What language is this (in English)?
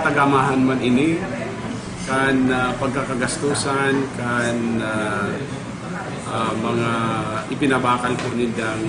Bikol